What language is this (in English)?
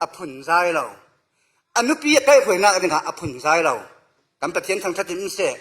Falam Chin